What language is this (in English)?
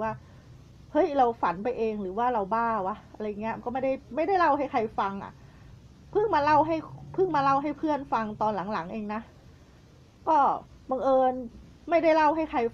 Thai